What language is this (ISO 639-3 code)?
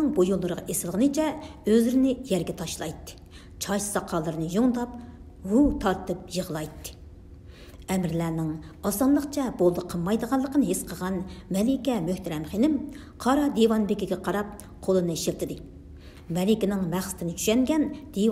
uig